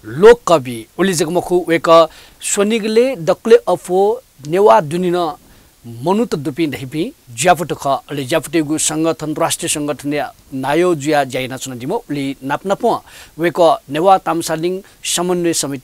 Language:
Newari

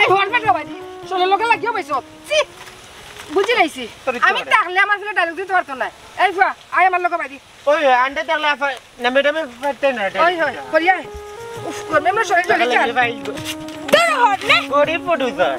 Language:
Sylheti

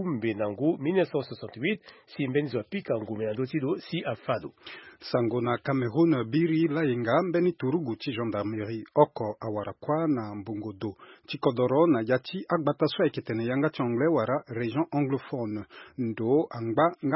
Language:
Sango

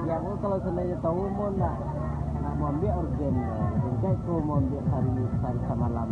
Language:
Minangkabau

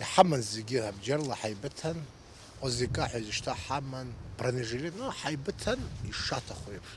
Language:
Abkhazian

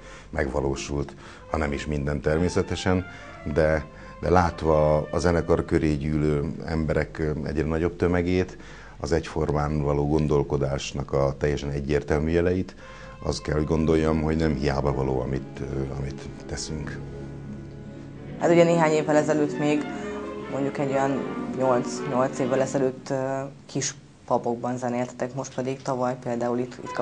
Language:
Hungarian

